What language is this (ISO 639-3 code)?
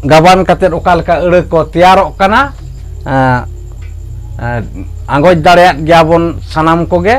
sat